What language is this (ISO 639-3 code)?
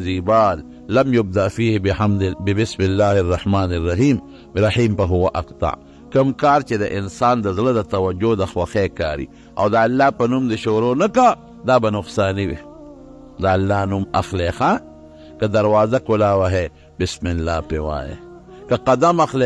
pus